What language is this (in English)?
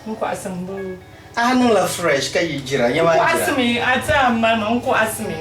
Dagbani